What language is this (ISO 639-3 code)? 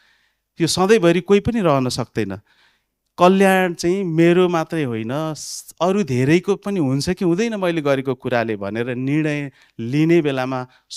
nep